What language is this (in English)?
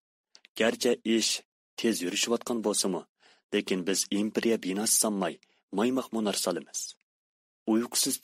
Uyghur